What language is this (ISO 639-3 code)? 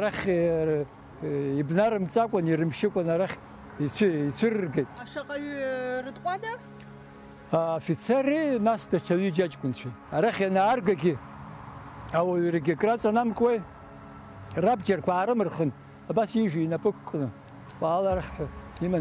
abk